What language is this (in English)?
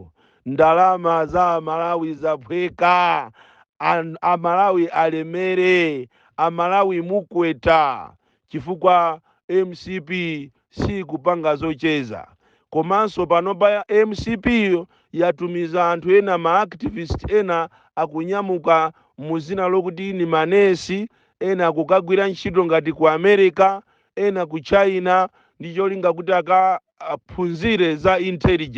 Nyanja